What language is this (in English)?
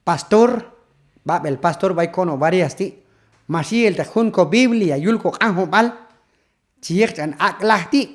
Q'anjob'al